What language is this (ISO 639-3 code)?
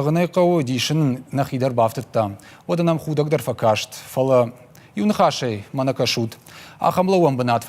oss